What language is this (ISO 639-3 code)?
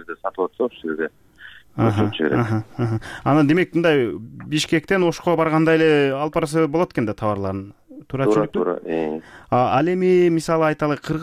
kir